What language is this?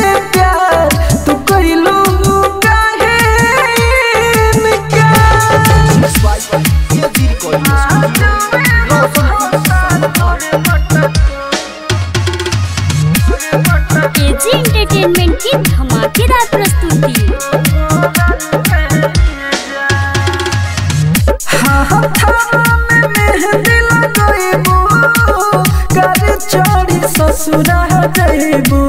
Bhojpuri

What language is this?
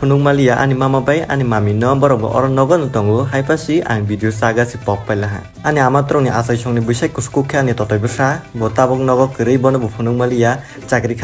Kok Borok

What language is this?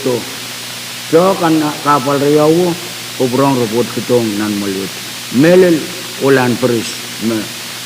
Pohnpeian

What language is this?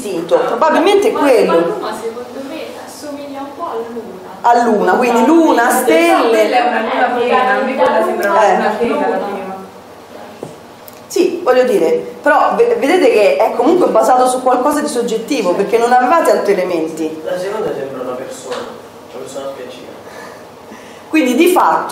Italian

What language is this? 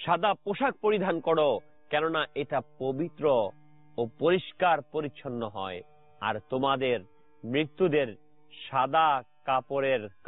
Bangla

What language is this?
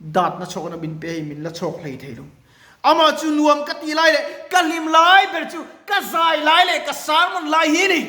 Mizo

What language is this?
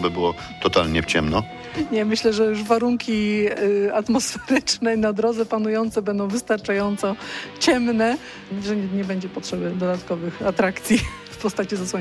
Polish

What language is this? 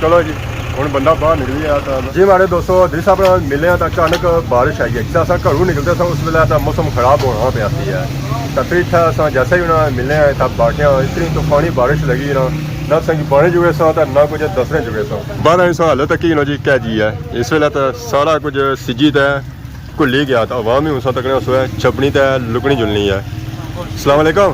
Pahari-Potwari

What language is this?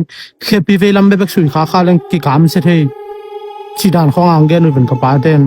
Tedim Chin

